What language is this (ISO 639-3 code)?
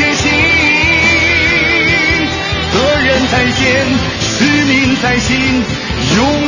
zho